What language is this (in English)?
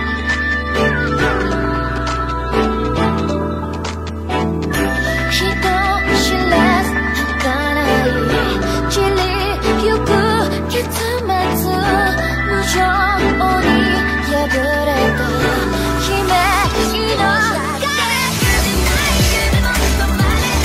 Japanese